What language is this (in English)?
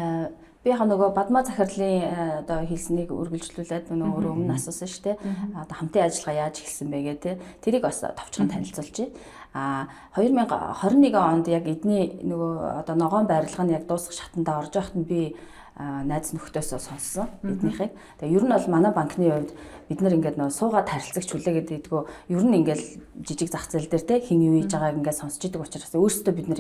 Mongolian